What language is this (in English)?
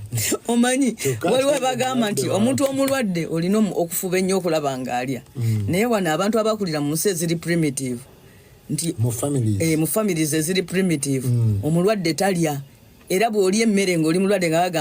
Ganda